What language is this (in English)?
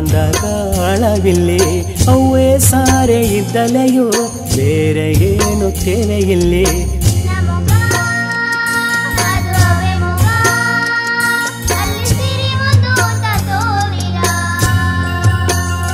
Kannada